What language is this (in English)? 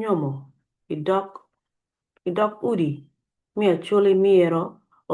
Acoli